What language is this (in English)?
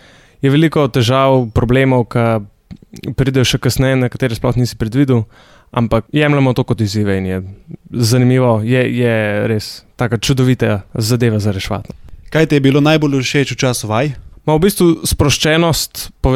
Slovenian